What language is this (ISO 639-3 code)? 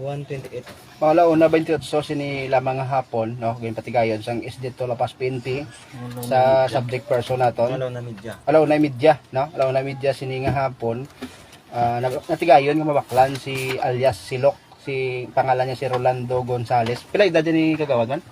hil